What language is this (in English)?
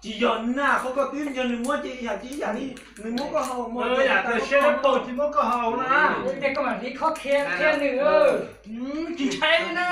Hmong